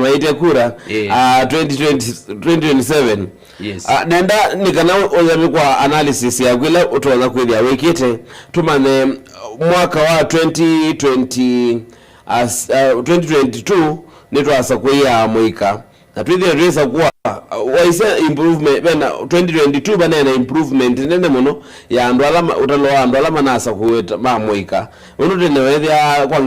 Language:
Kamba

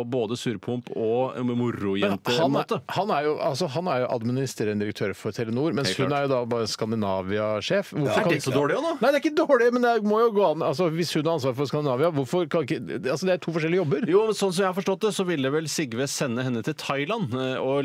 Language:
Norwegian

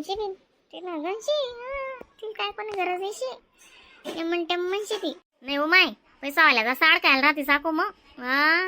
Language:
Khandesi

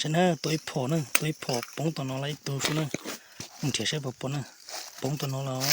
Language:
Hmong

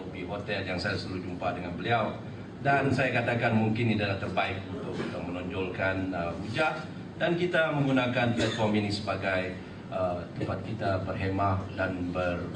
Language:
Malay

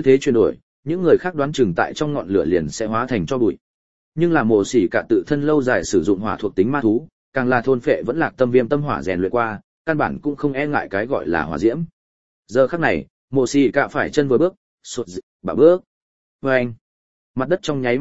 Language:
Vietnamese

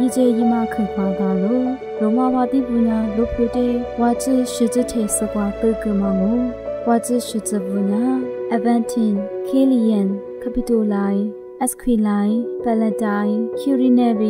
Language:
Lisu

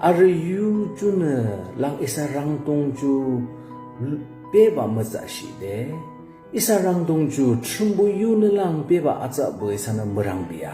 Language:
Yimchungru Naga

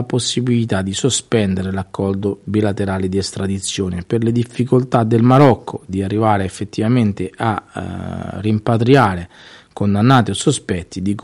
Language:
Italian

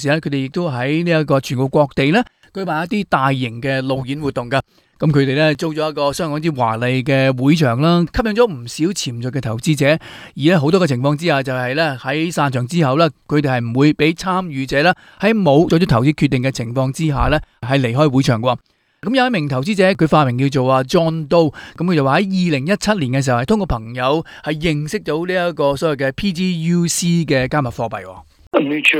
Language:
Cantonese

